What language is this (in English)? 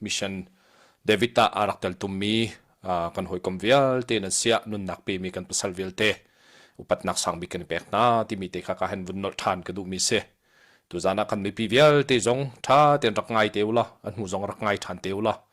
Hakha Chin